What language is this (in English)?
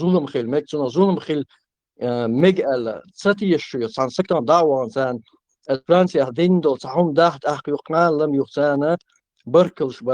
Chechen